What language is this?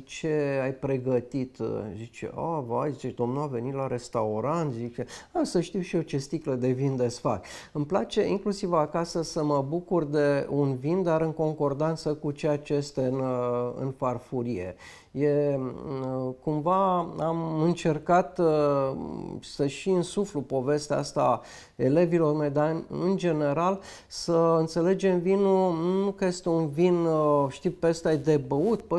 Romanian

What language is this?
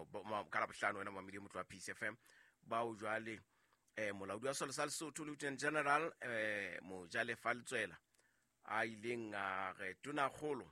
Southern Sotho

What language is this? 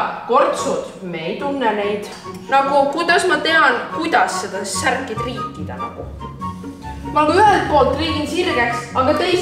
Estonian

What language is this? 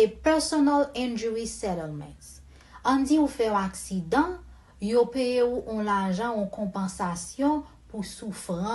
Haitian Creole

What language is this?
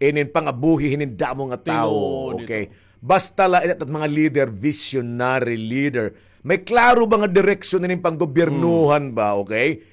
Waray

